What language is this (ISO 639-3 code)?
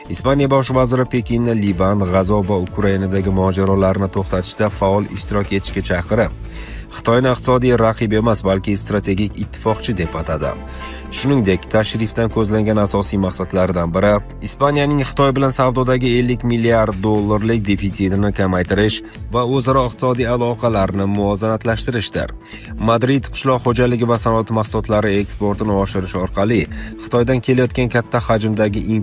uzb